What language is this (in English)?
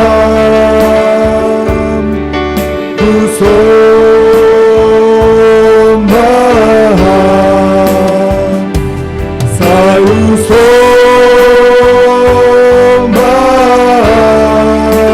Batak Simalungun